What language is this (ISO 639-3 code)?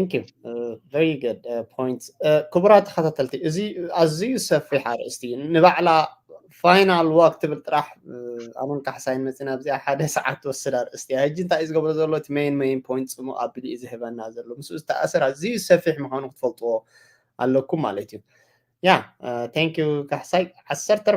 tir